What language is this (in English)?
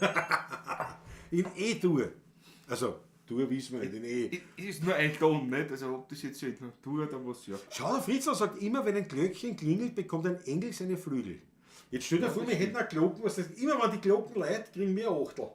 Bavarian